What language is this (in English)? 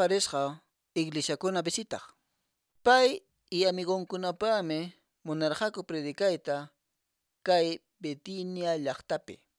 Quechua